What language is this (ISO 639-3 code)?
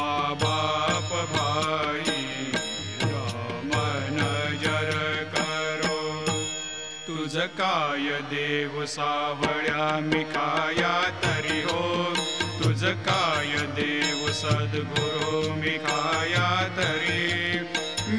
mar